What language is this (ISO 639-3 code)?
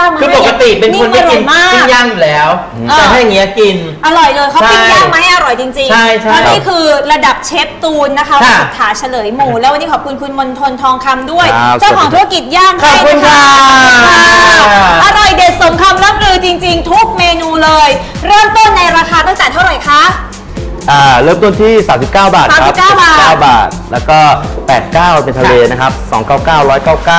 tha